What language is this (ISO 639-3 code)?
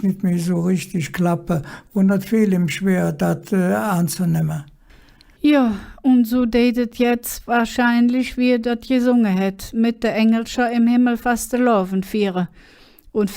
ksh